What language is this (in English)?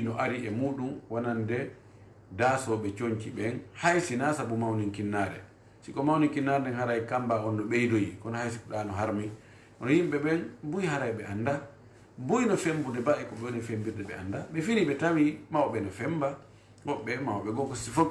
Fula